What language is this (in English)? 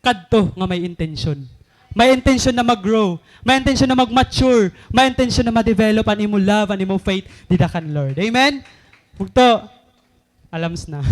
Waray